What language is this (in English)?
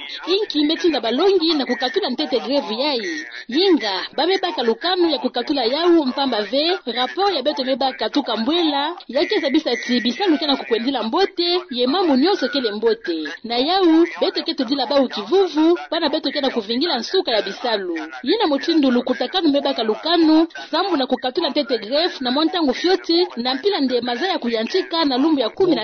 Kituba (Democratic Republic of Congo)